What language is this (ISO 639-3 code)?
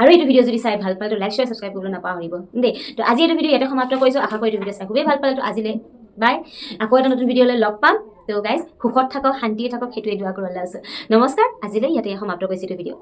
asm